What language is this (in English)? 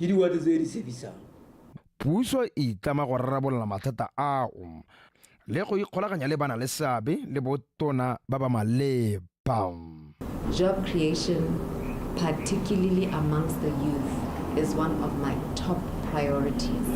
Tswana